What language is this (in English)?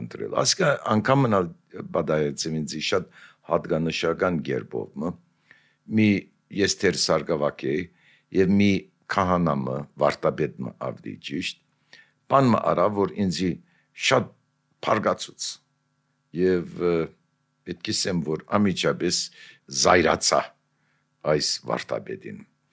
Armenian